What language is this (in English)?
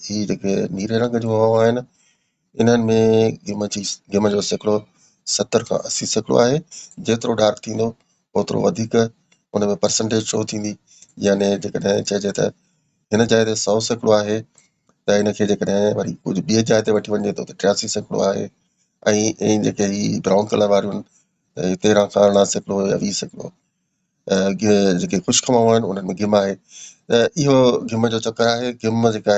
Sindhi